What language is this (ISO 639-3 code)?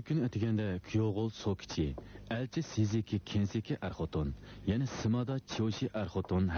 uig